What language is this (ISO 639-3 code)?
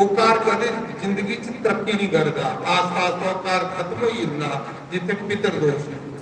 doi